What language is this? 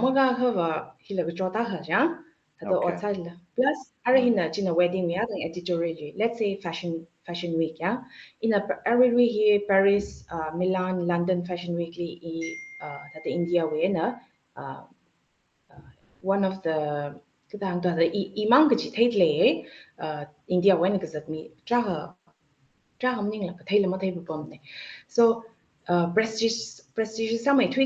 Tangkhul Naga (India)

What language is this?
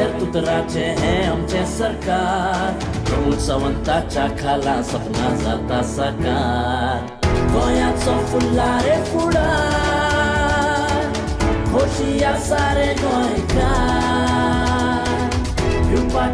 Konkani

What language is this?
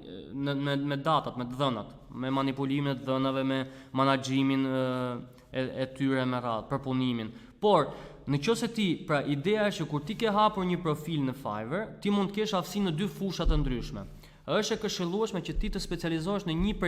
Albanian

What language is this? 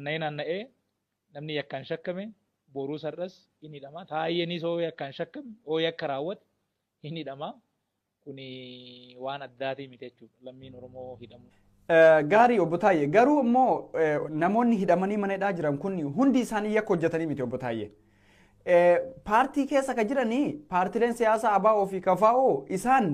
Oromo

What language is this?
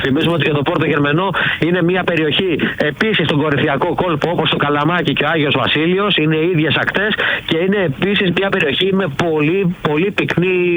Greek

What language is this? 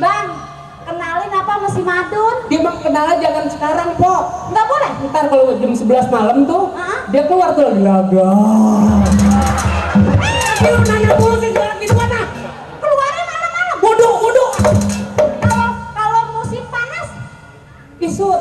Betawi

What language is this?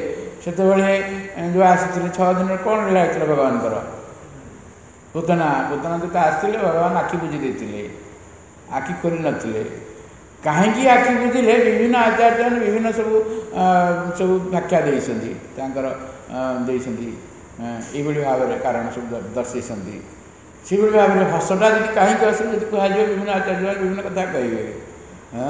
Odia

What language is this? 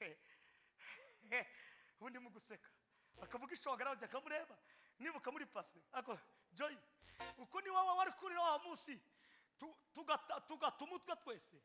Kinyarwanda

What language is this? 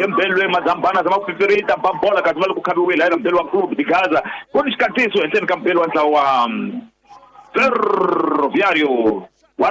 Tsonga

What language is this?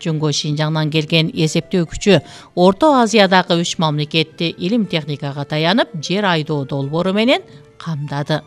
Kyrgyz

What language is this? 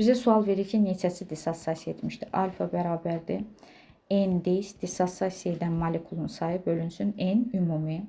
Azerbaijani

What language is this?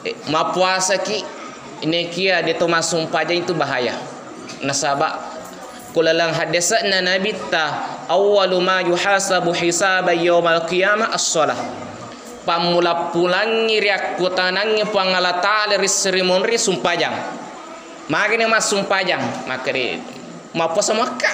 Buginese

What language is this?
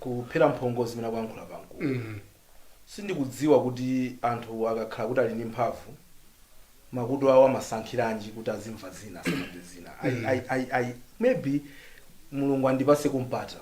Nyanja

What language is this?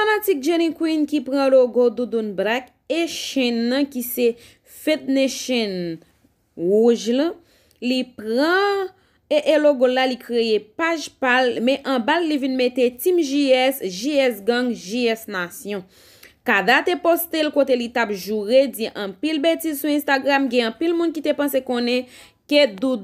Haitian Creole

